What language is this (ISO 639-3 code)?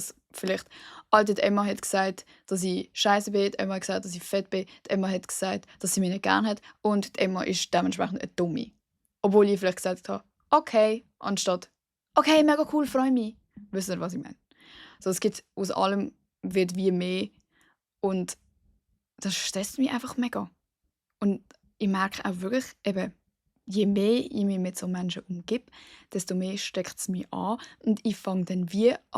gsw